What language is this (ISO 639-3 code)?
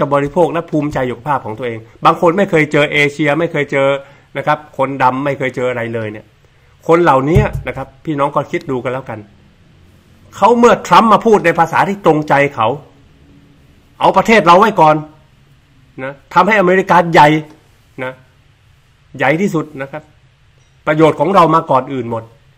tha